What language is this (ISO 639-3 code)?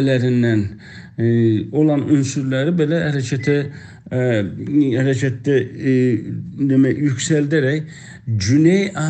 azb